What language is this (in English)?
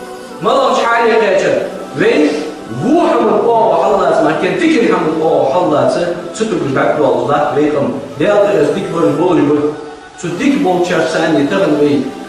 Ingush